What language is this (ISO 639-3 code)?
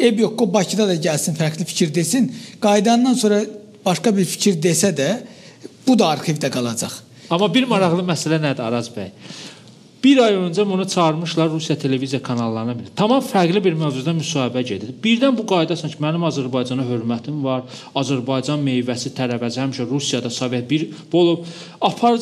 aze